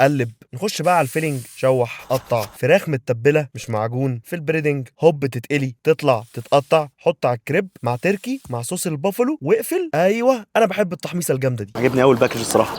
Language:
Egyptian Arabic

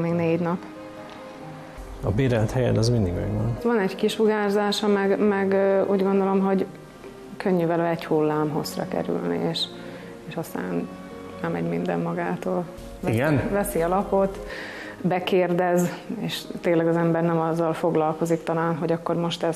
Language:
Hungarian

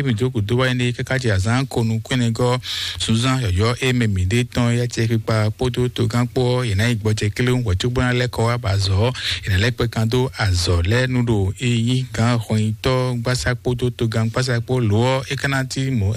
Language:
Fon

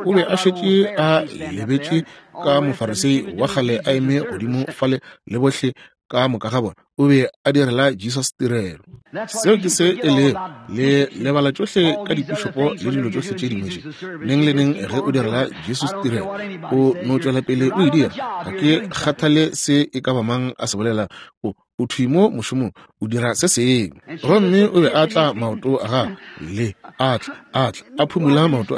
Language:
Northern Sotho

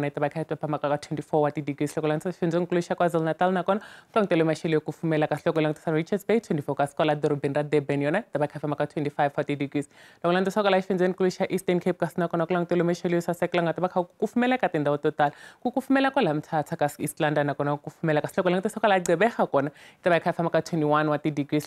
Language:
Tsonga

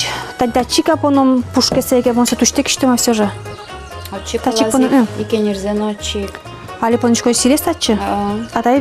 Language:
Udmurt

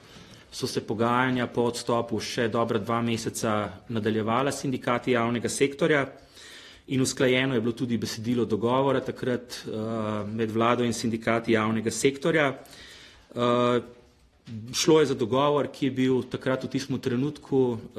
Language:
Slovenian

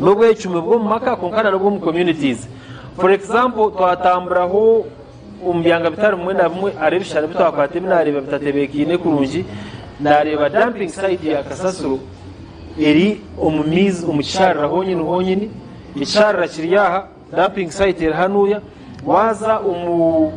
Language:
Nyankole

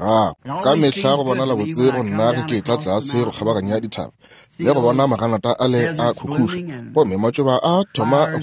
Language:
Northern Sotho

